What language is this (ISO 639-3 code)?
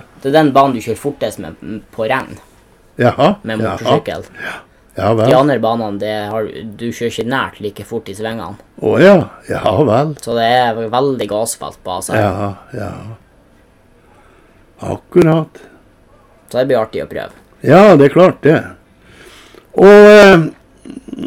nor